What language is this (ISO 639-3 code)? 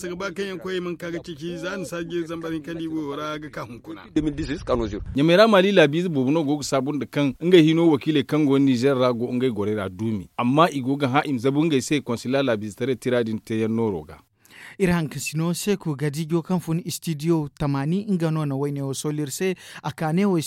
dje